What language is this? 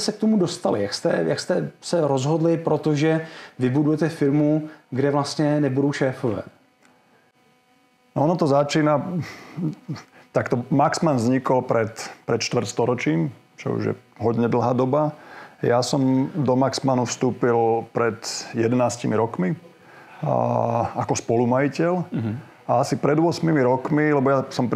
Slovak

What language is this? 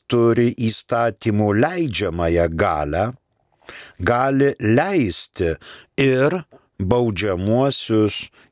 Lithuanian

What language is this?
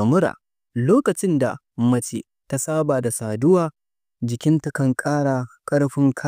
Hausa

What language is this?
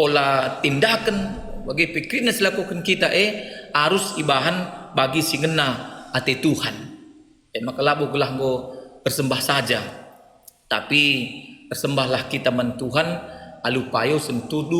Batak Karo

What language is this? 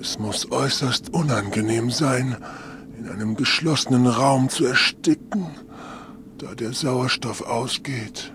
Bavarian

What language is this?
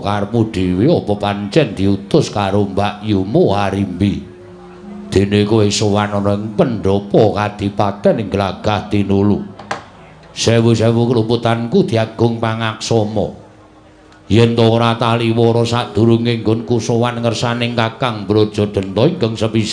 Javanese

